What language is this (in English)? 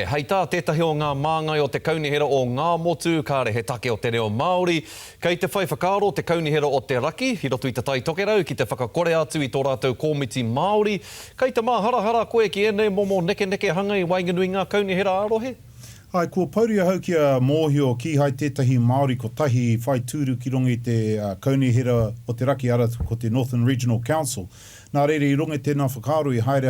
Māori